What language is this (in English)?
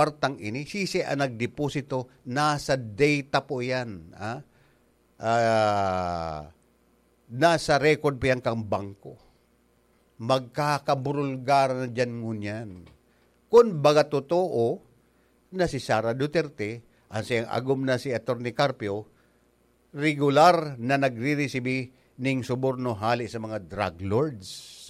Bikol